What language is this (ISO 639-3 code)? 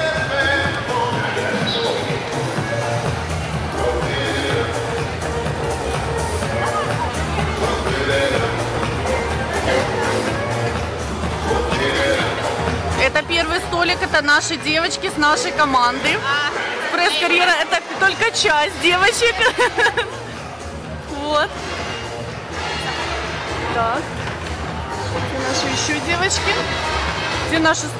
rus